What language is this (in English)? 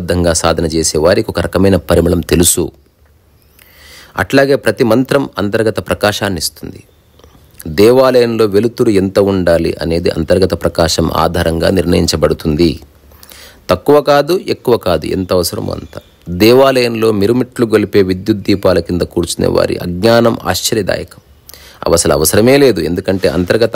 Telugu